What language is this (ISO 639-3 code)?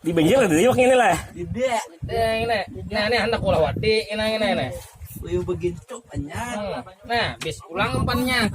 bjn